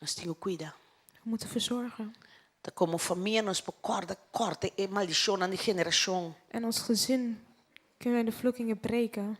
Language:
Papiamento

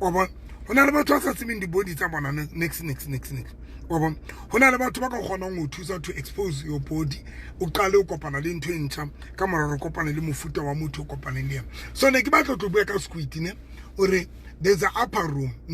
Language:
Southern Sotho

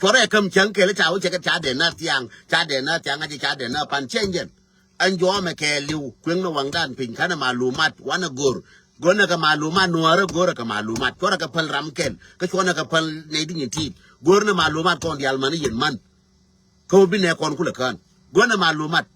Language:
Nuer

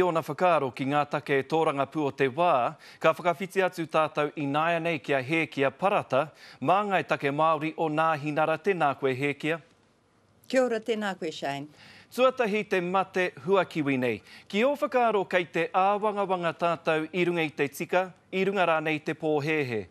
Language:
Māori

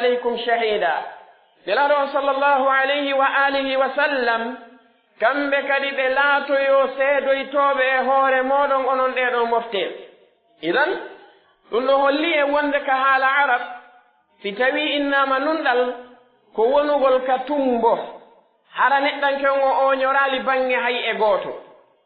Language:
Pular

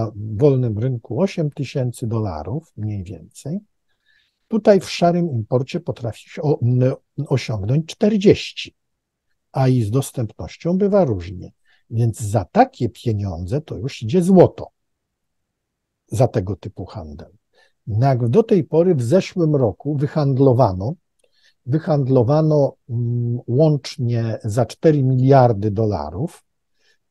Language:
Polish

